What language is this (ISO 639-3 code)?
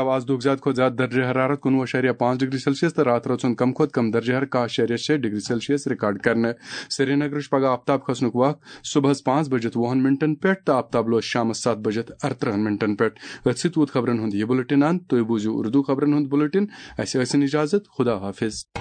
kas